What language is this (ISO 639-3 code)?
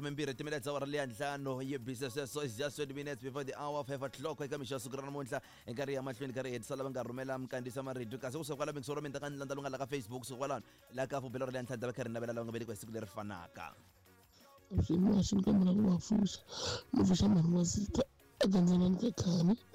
tso